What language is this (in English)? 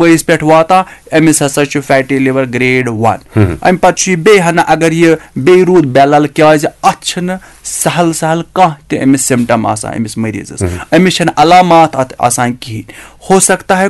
Kashmiri